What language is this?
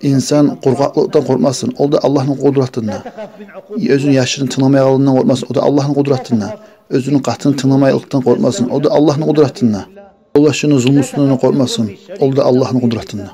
Kumyk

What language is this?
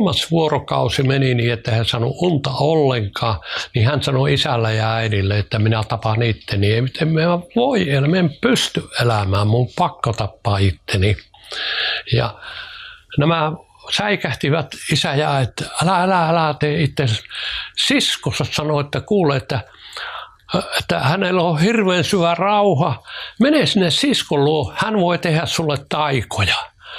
Finnish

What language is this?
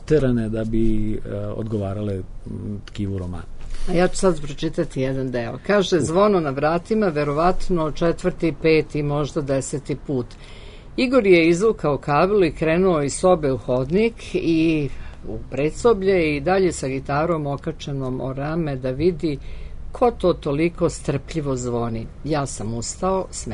Serbian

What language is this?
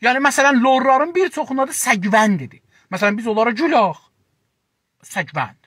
South Azerbaijani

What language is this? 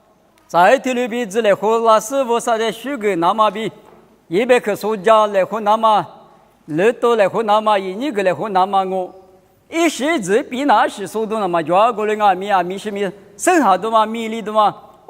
Lisu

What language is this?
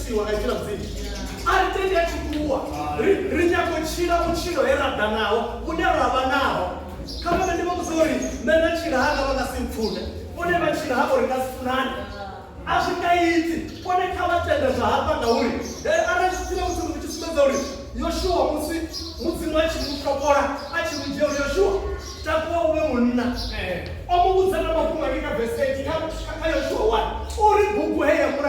Venda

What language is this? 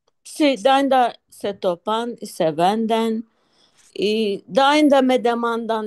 Ladino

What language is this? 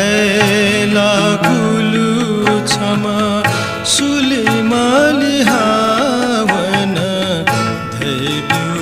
Newari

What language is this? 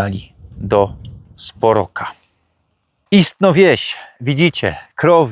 Silesian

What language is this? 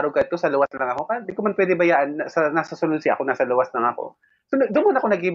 Bikol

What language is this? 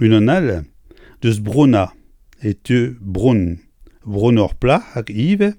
Breton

